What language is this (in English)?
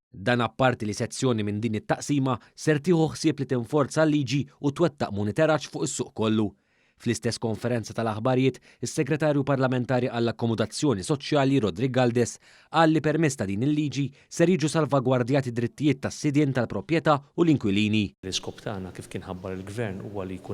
Maltese